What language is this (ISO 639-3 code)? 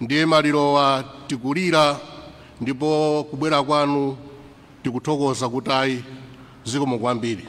nya